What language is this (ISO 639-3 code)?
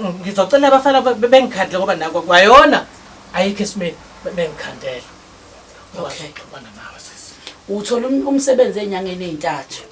zul